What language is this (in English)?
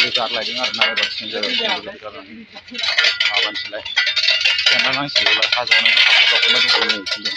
Bodo